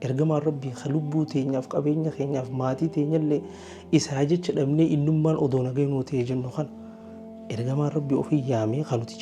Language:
Oromo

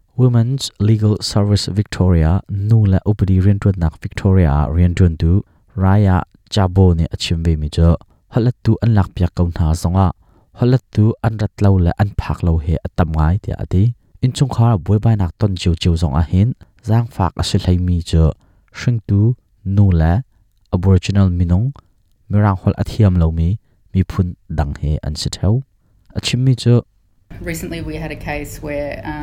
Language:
Hakha Chin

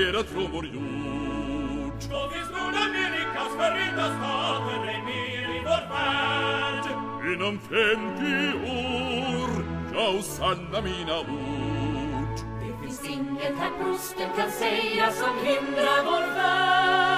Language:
Swedish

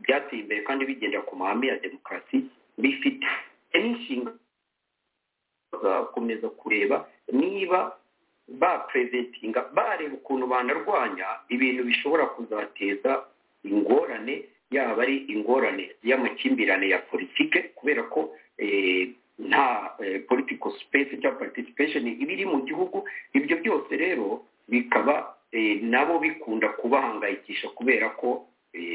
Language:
Kinyarwanda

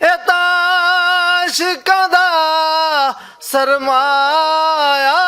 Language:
Western Panjabi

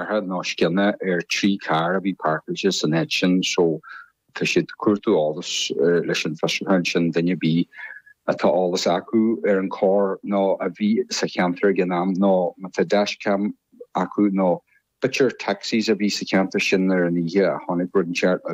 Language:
Irish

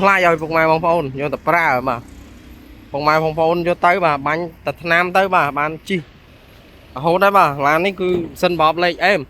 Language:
Khmer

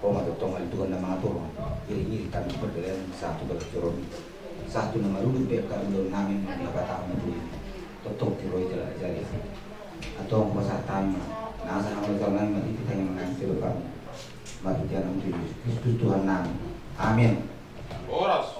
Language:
Batak Toba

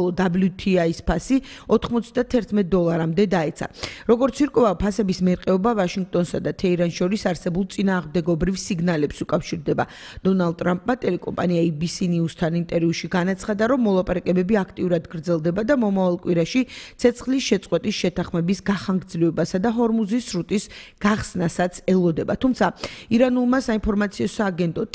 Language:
Georgian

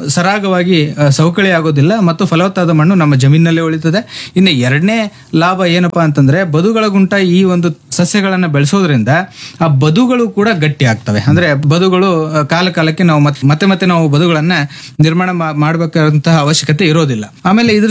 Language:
Kannada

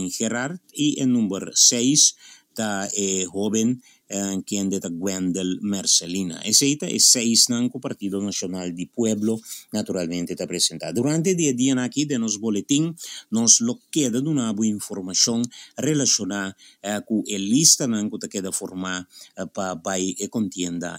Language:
Papiamento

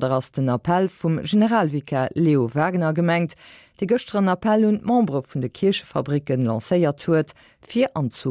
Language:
Luxembourgish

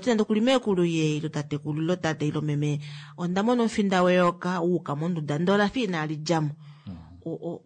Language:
Kuanyama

